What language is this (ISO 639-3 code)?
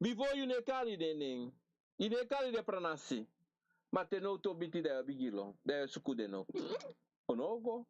srn